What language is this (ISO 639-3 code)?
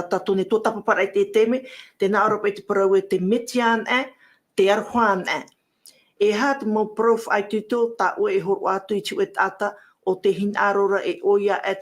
tah